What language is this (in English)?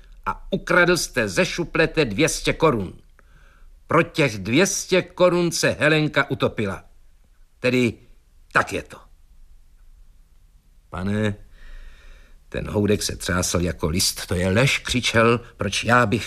Czech